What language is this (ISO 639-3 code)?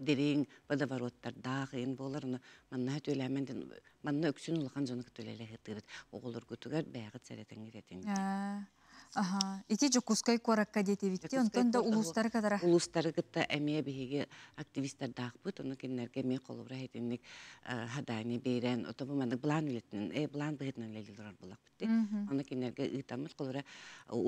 sah